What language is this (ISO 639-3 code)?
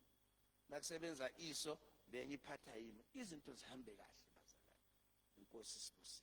zul